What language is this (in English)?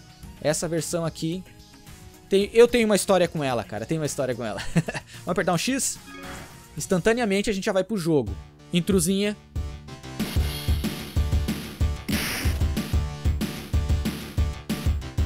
Portuguese